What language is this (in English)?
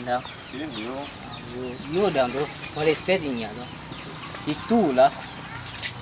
Minangkabau